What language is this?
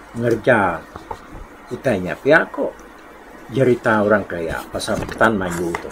Iban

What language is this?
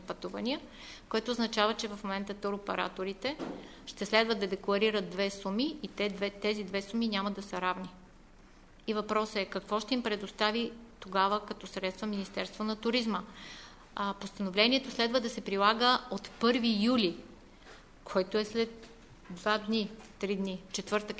Bulgarian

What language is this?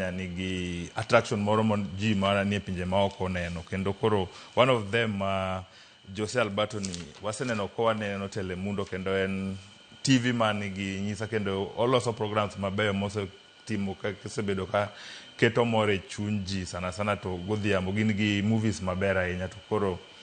Luo (Kenya and Tanzania)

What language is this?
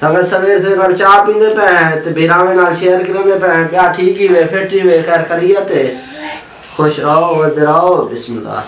Saraiki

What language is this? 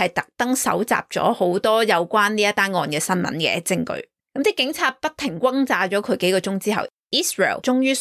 Cantonese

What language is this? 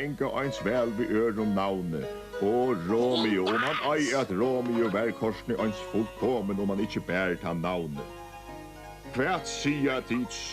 Faroese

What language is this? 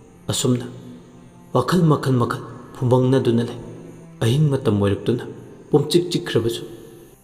Manipuri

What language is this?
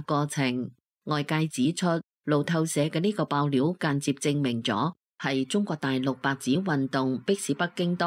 Cantonese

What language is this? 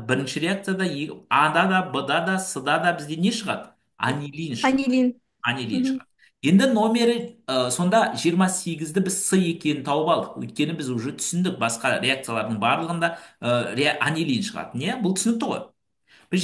Kazakh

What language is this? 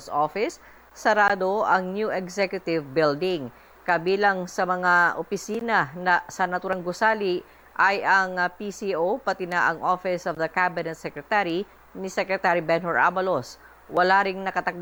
Filipino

